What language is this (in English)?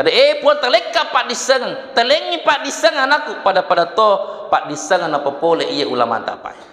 Buginese